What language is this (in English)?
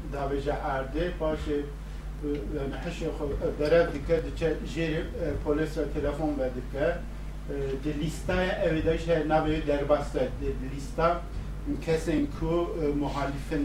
Kurdish